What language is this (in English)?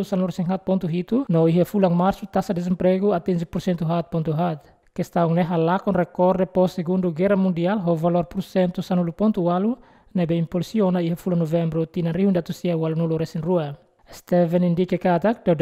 Tetum